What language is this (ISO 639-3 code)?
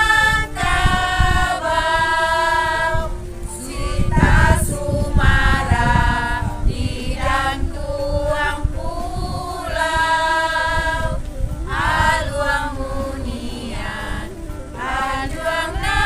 min